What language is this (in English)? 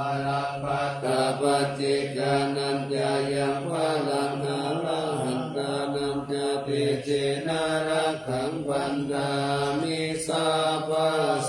Pali